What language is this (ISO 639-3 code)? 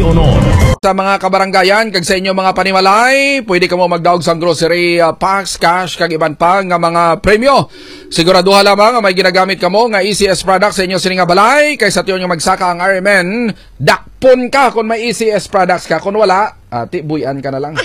hil